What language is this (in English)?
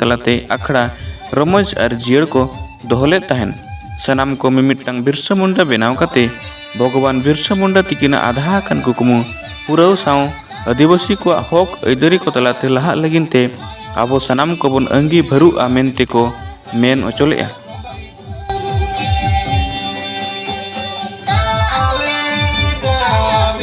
Santali